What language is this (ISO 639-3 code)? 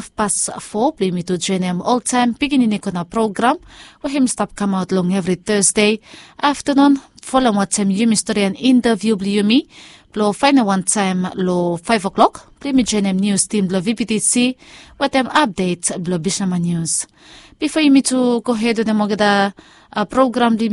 bis